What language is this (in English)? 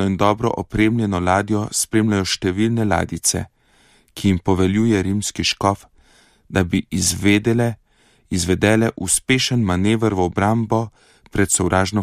Slovenian